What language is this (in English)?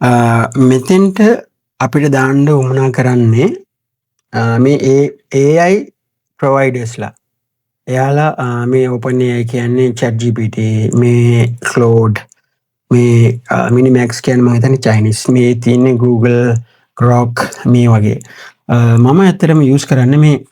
Sinhala